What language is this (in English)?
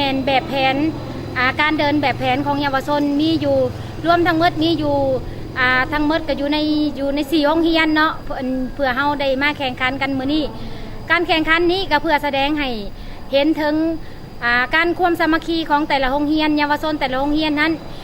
Lao